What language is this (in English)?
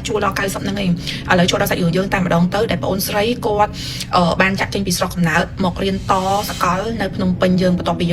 Khmer